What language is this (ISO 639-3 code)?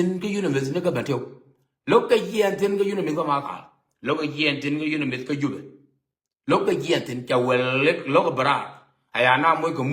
nus